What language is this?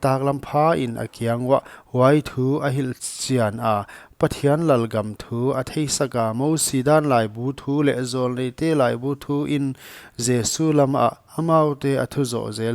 Paite Chin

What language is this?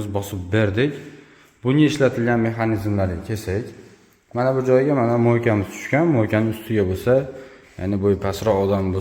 Uzbek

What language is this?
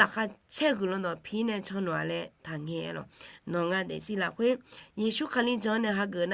Akha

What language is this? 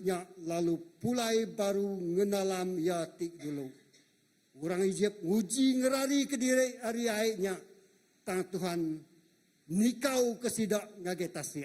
Iban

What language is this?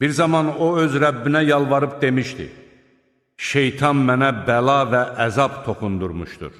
Azerbaijani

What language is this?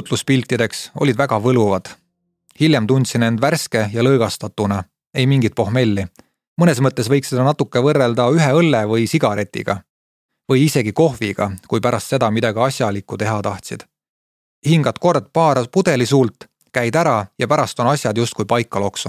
Estonian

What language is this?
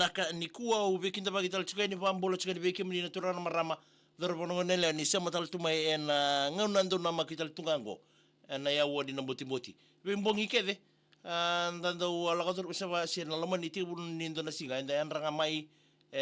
Fijian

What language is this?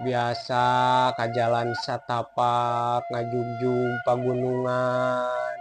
Sundanese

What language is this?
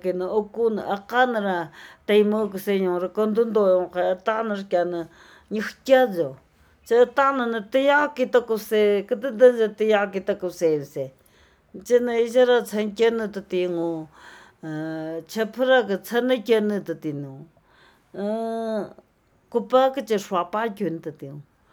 Latvian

